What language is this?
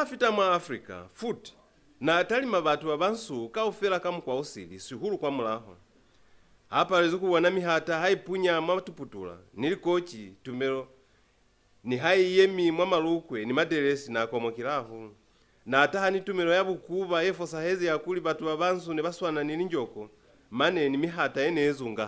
Lozi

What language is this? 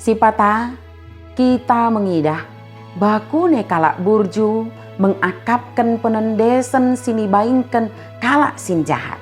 Batak Dairi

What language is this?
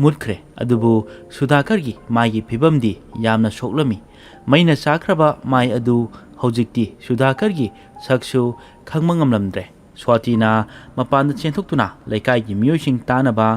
Manipuri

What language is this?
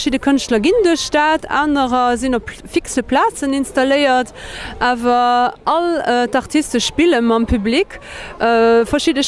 Luxembourgish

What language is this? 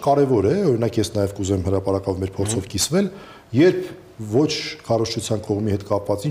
Armenian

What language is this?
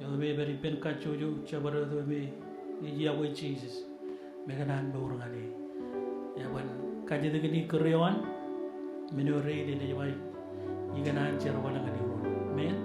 Marshallese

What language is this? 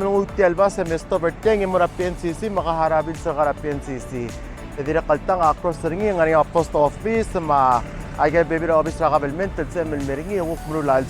Palauan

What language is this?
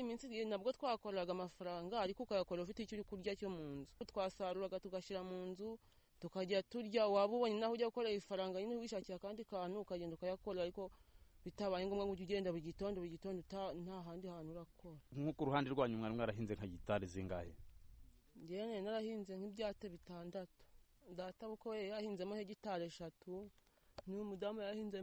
Kinyarwanda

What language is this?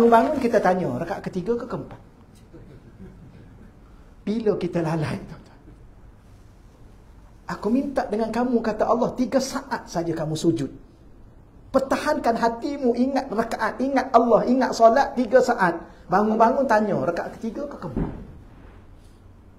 Malay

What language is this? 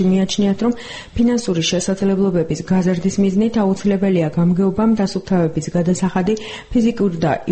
Georgian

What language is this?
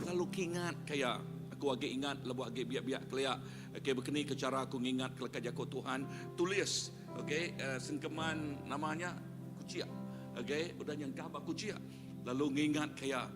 Iban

